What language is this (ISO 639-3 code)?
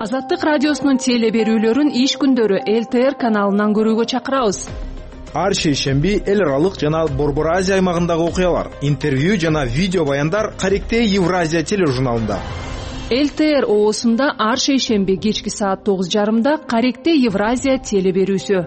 kir